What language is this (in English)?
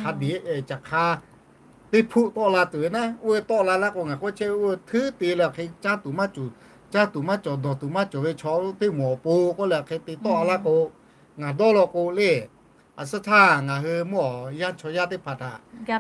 Lahu